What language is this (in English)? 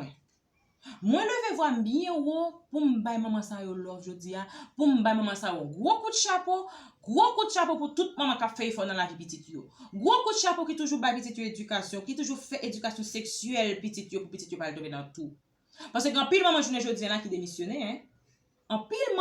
Haitian Creole